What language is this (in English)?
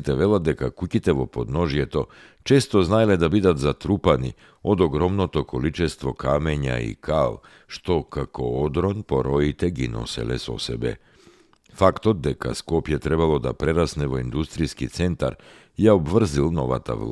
Macedonian